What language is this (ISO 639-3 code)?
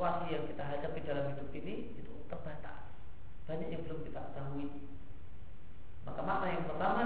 ind